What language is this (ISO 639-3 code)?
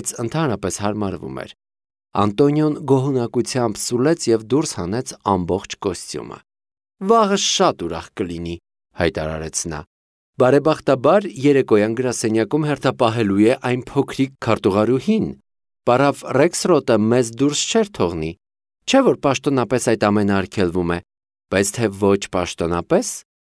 hye